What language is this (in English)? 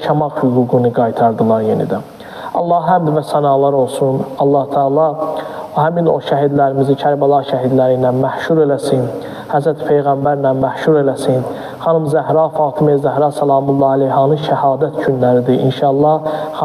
Azerbaijani